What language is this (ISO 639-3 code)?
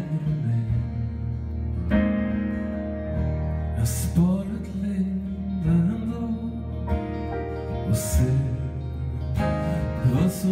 swe